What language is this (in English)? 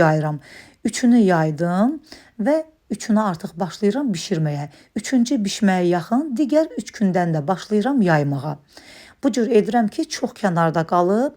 Azerbaijani